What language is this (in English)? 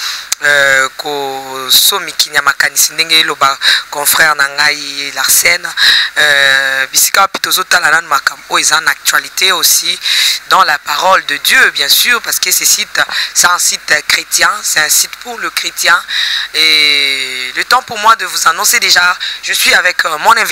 Lingala